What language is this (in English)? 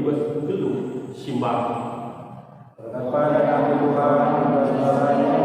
Batak Karo